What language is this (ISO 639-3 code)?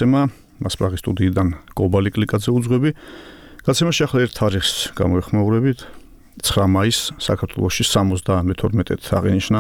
kat